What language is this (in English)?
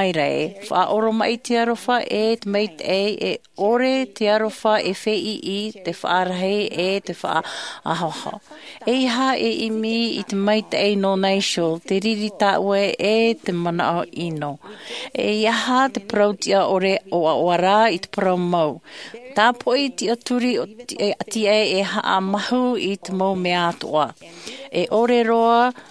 Tahitian